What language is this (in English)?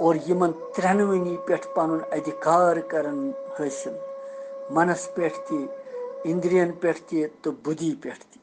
Kashmiri